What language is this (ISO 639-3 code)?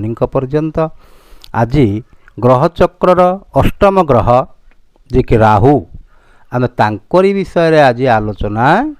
ori